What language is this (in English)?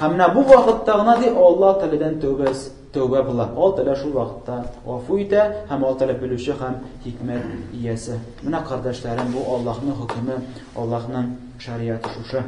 Tatar